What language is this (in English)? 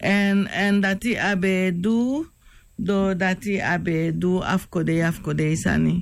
Sranan Tongo